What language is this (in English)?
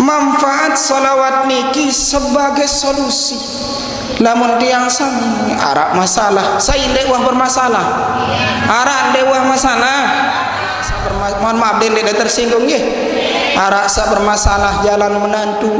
Sasak